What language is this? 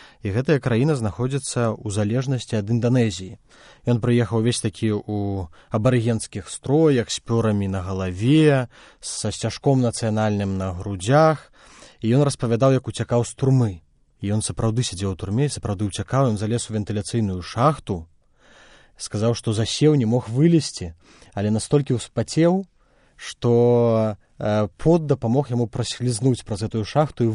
Belarusian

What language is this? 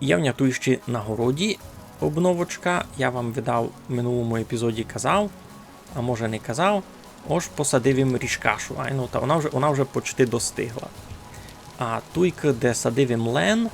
Rusyn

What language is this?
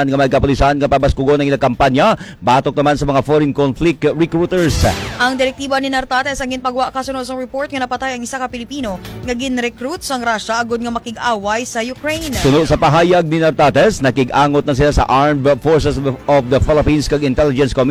Hiligaynon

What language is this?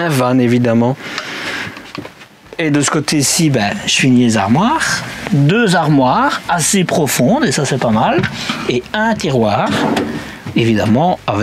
French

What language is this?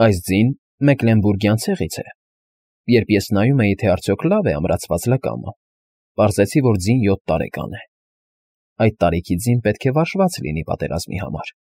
Armenian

